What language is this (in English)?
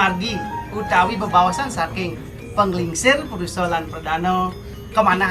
Balinese